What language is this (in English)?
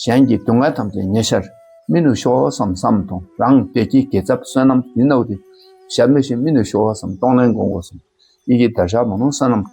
Dakpakha